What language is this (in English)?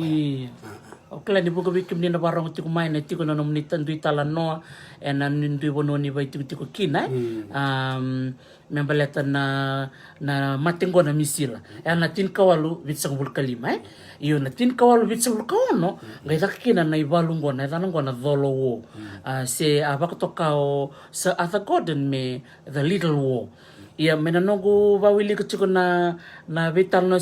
Fijian